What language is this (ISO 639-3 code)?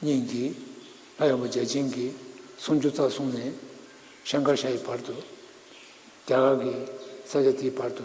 bod